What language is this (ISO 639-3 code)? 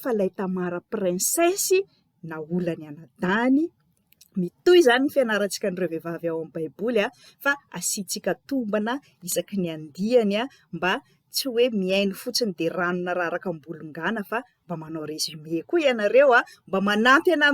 mlg